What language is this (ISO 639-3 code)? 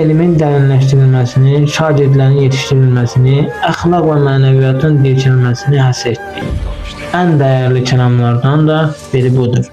aze